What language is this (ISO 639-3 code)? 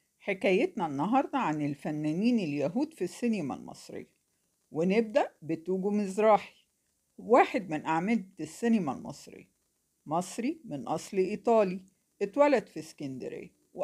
arz